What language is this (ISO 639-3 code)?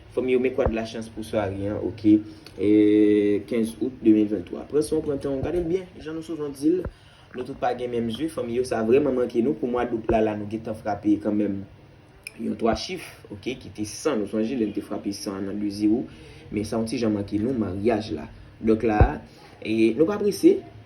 hat